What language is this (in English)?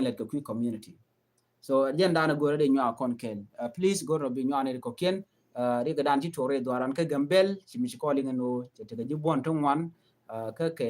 Nuer